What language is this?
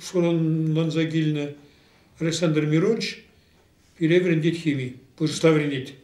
Chuvash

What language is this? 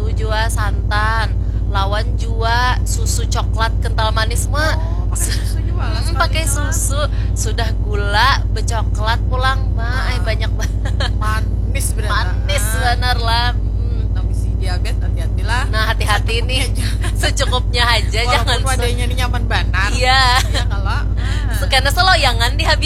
Banjar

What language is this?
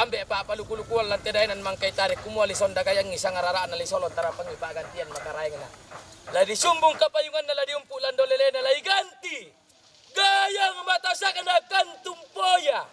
Toraja-Sa'dan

